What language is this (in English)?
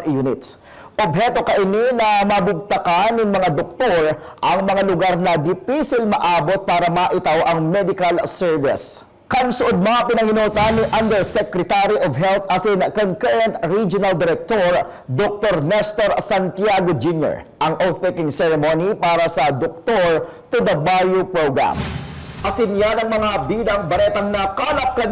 Bikol